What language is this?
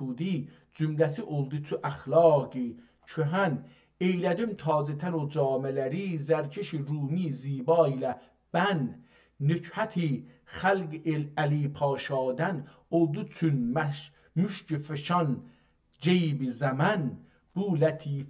South Azerbaijani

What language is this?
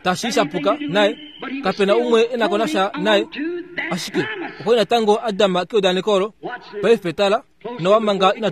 Kuanyama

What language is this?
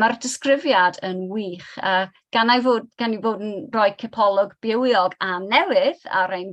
Welsh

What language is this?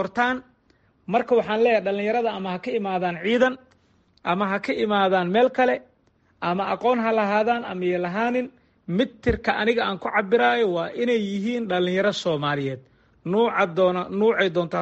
Somali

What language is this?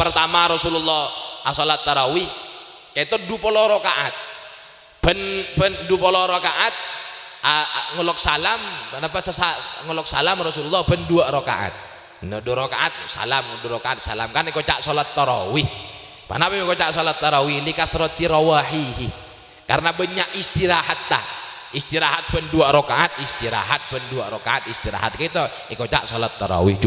Madurese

